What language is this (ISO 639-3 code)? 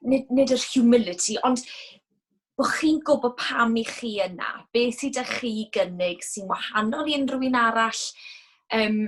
cym